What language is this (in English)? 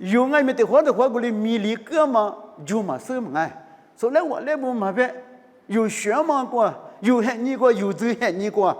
Lisu